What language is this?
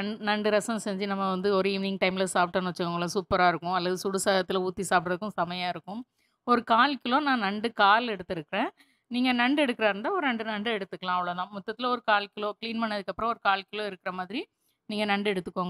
Tamil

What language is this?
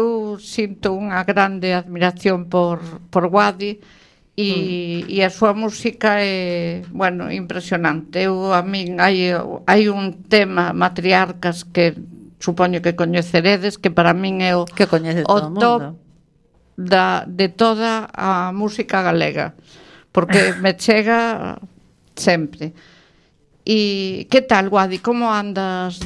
Galician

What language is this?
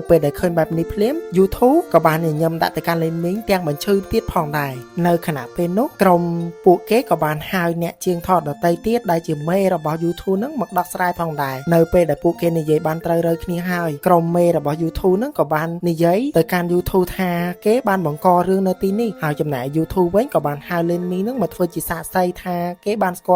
Khmer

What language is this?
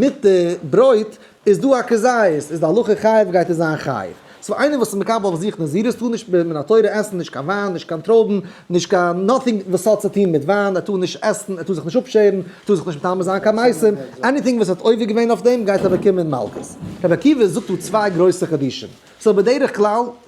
Yiddish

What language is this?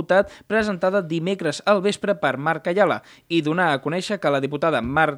Catalan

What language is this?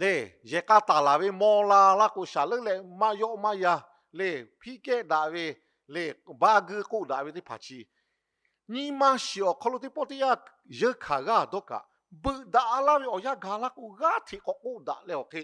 Lahu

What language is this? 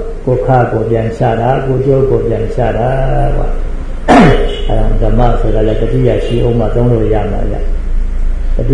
Burmese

